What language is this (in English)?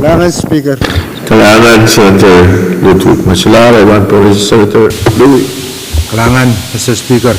Pohnpeian